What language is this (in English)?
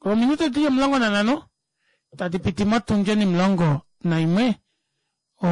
Kuanyama